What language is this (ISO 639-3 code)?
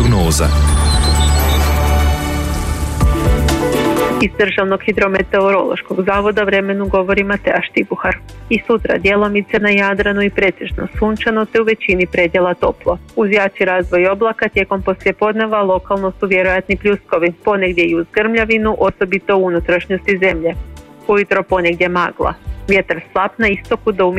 hrv